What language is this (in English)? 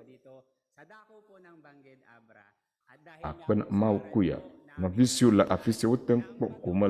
Ewe